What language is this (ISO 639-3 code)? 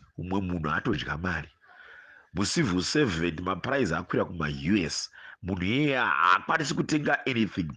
sna